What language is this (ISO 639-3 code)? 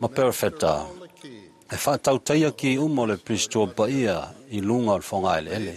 smo